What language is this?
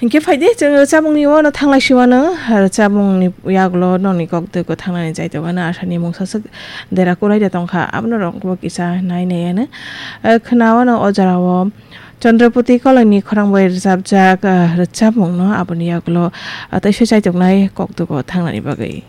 Kok Borok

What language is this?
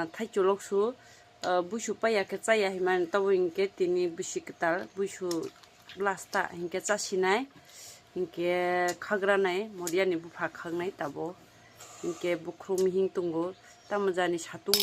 Kok Borok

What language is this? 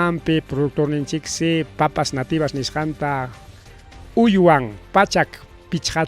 Ayacucho Quechua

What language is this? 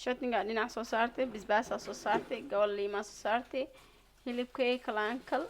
Somali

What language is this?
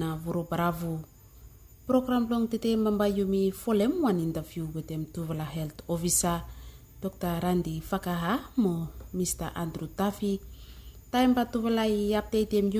Bislama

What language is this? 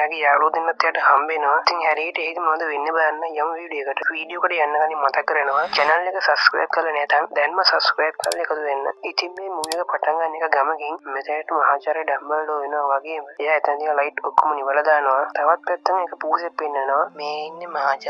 Sinhala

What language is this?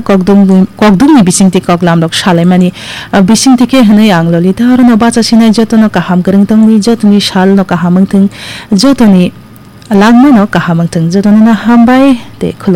Kok Borok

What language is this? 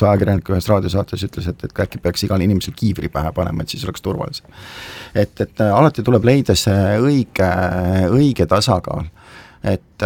Estonian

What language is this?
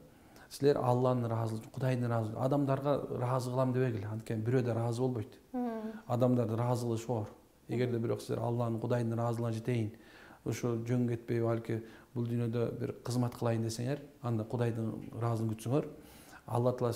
Kyrgyz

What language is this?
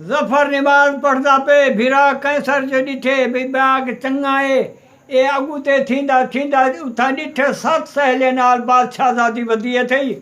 Saraiki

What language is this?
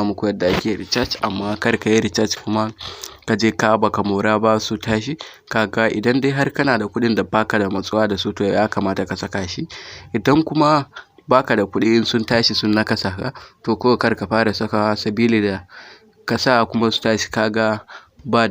Hausa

